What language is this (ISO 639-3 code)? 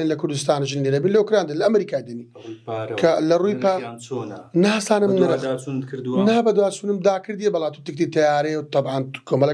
ckb